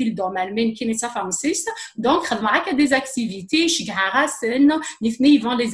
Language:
Kabyle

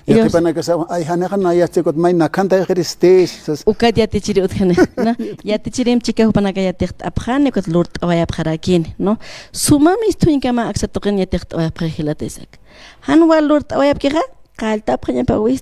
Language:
Aymara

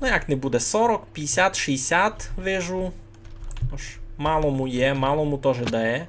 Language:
Rusyn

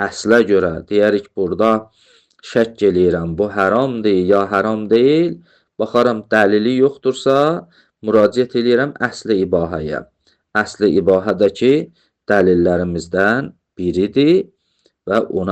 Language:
Azerbaijani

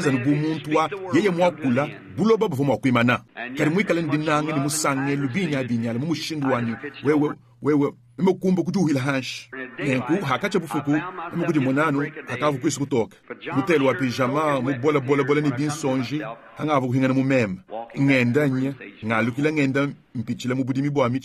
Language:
Luba-Lulua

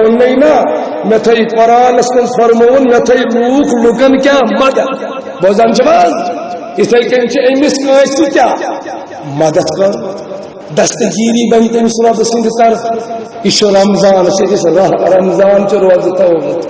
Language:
Kashmiri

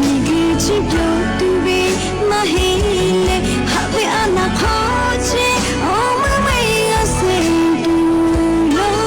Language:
Lahu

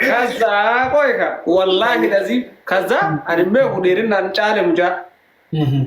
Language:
Oromo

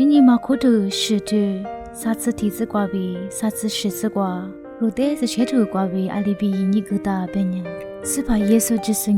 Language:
Lisu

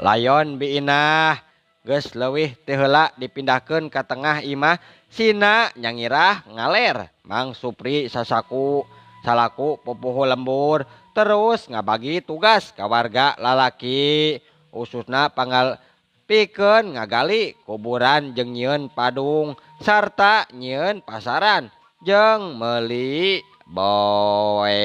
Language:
Sundanese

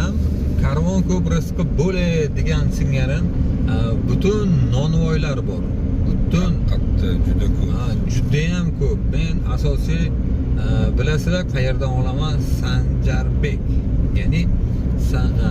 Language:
Uzbek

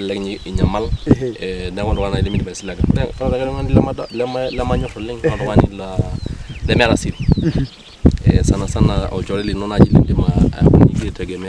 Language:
Masai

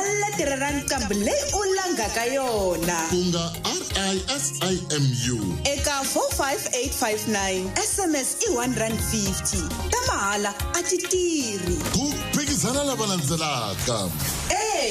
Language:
Tsonga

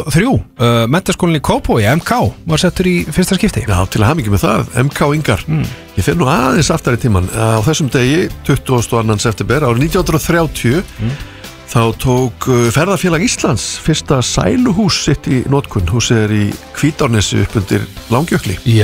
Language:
Icelandic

